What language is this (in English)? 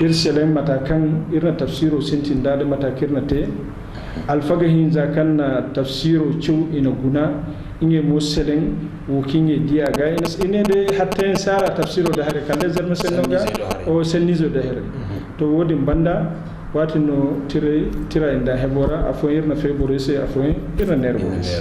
Zarma